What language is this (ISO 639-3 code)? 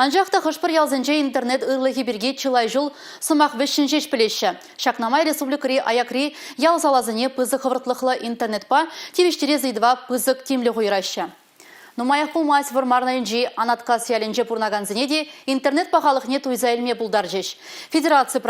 chv